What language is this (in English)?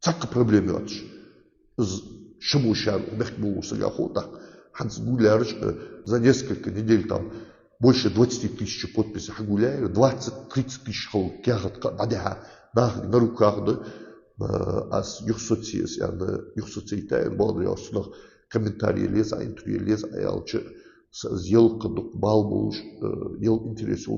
Ingush